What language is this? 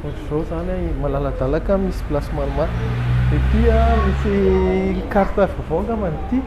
Malagasy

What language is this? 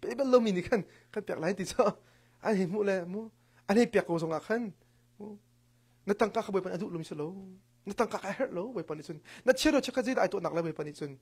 Hakha Chin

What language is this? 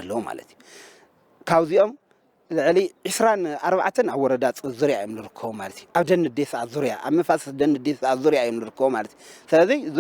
Tigrinya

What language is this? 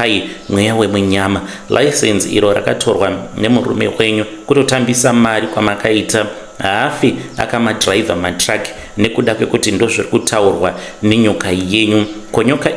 Shona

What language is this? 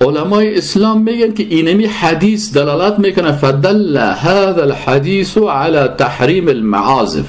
Persian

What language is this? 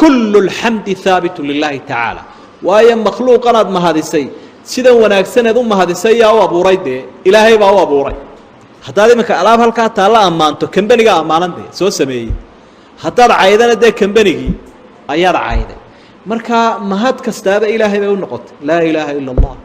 Somali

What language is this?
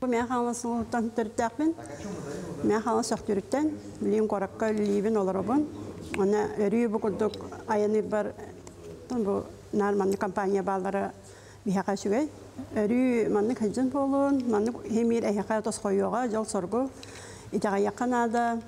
Yakut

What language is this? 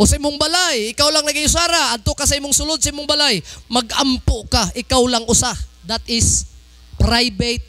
Cebuano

